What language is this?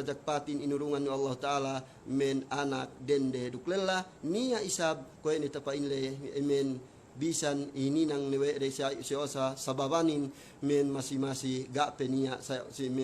Yakan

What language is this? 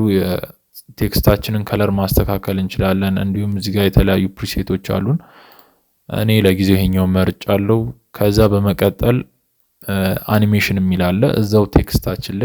Amharic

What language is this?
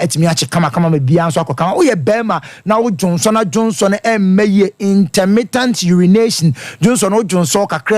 Akan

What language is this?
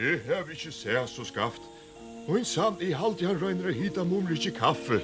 Faroese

